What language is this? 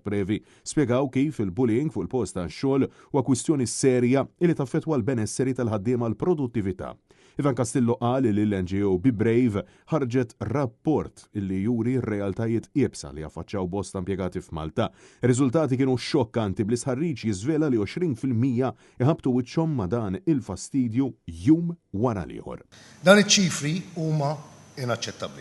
Maltese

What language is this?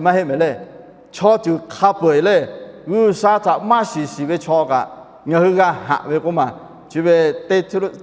Lahu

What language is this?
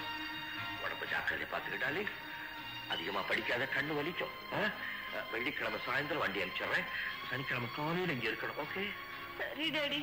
Tamil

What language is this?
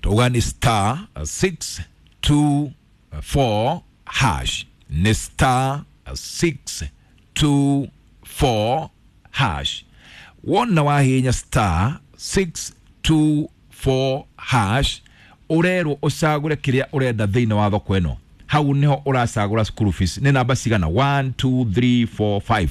Kikuyu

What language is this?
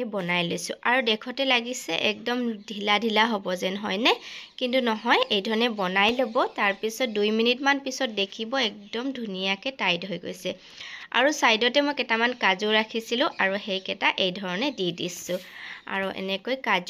Assamese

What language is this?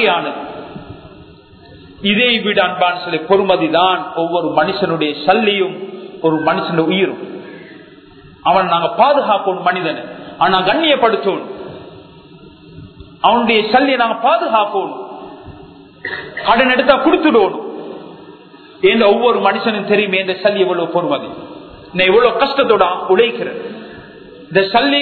Tamil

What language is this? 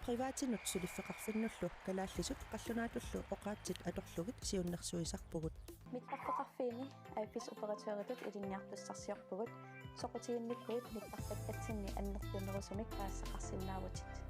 Kalaallisut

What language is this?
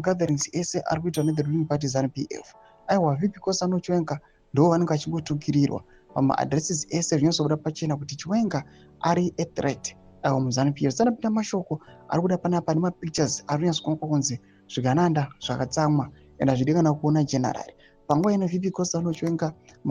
Shona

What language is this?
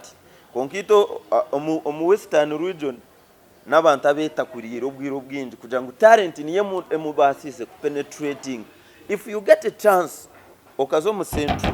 Nyankole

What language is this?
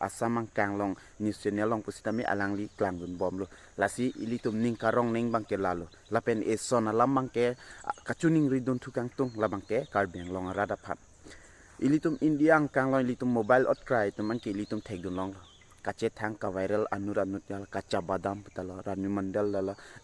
Karbi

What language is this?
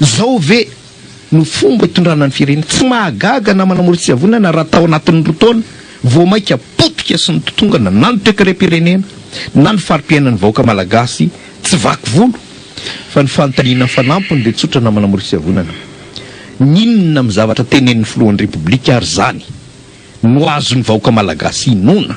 Malagasy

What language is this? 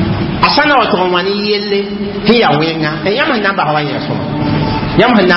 Mossi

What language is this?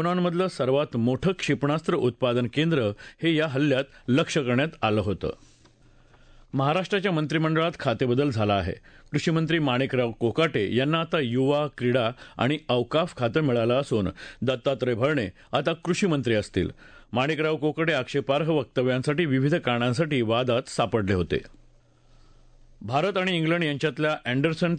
Marathi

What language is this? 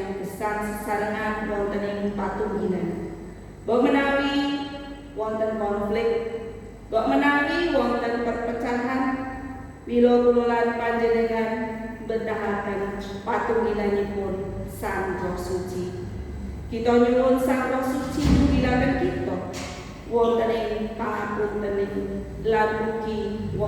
Javanese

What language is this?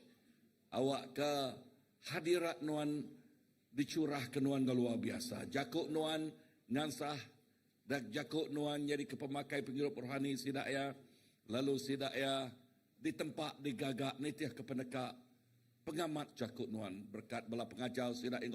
Iban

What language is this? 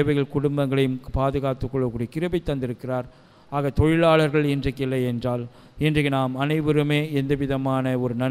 Tamil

